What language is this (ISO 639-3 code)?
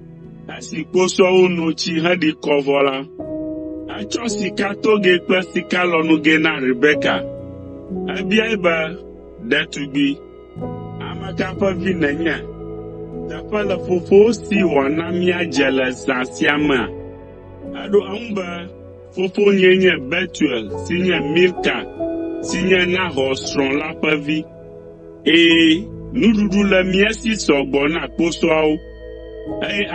ewe